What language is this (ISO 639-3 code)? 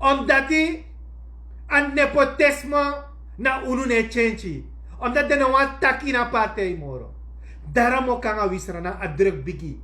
srn